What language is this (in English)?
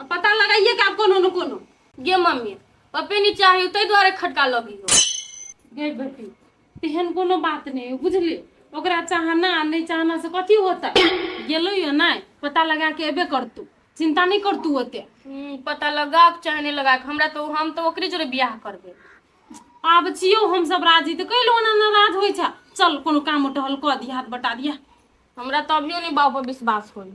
Maithili